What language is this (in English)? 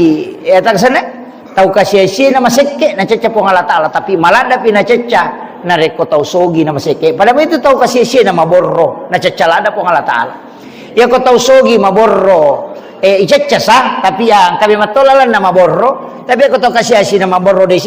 Buginese